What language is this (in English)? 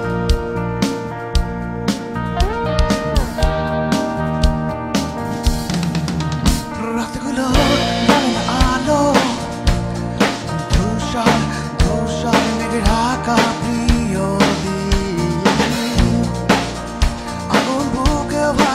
Bangla